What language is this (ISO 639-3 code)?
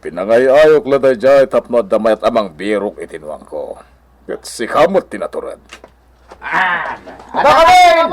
ilo